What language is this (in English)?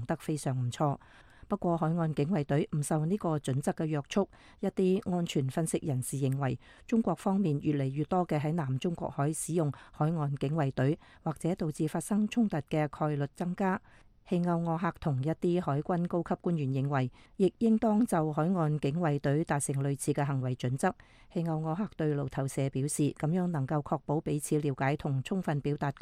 Cantonese